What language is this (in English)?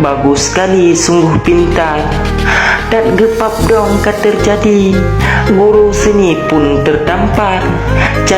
Achinese